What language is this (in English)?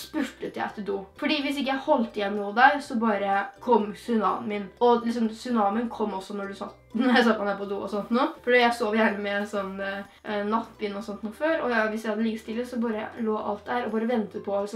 Norwegian